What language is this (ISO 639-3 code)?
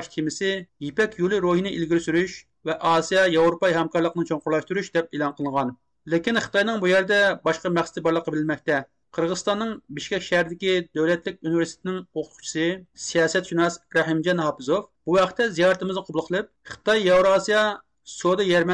uig